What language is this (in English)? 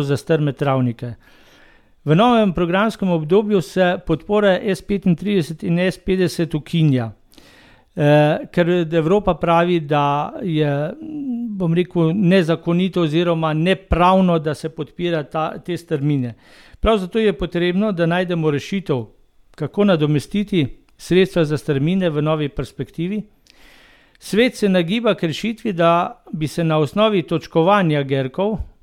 Slovenian